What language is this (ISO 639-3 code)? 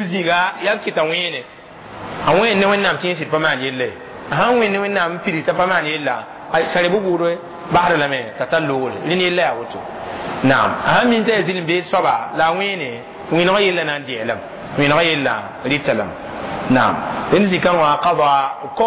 mos